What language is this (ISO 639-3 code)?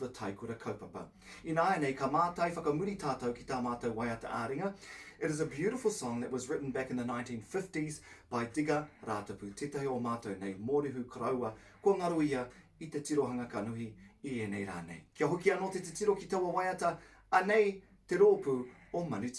mri